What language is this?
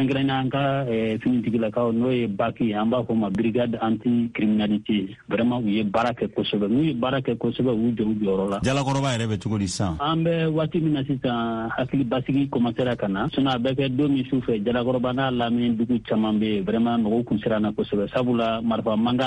Bambara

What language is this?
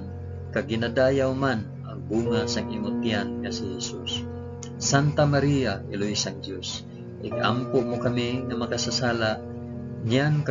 Hiligaynon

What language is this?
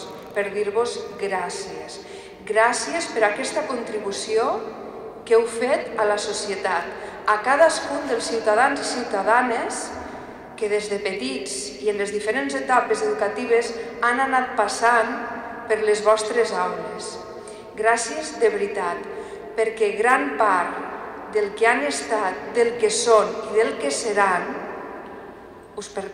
Catalan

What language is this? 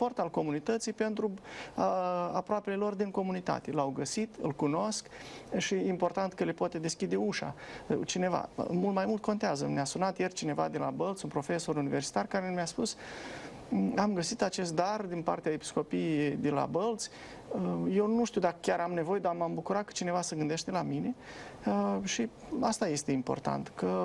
Romanian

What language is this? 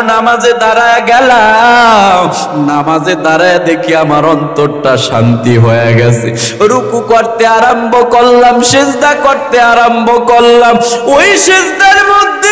Bangla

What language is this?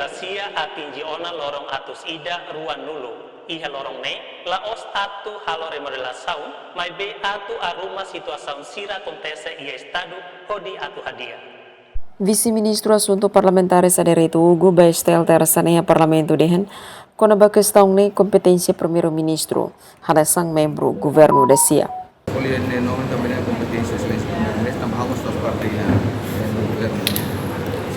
Tetum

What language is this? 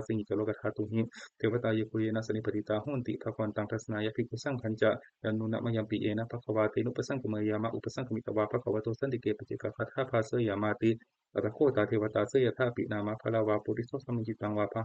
Pali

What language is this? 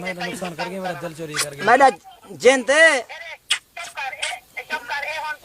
Saraiki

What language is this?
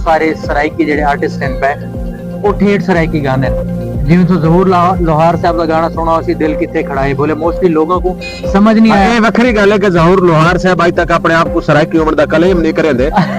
Saraiki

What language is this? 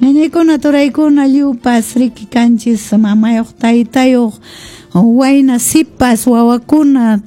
Quechua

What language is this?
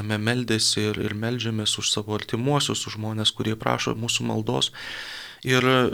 Lithuanian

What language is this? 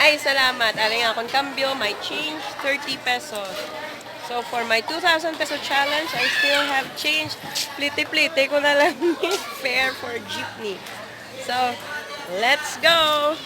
Hiligaynon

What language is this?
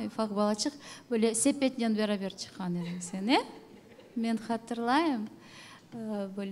Crimean Tatar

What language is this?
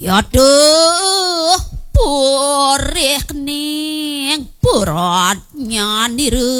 Balinese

